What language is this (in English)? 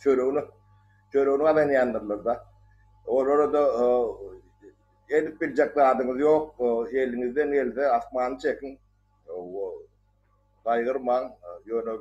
Turkmen